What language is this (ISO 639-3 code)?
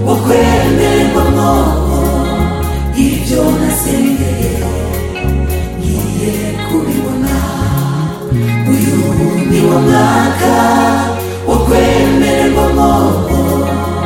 kin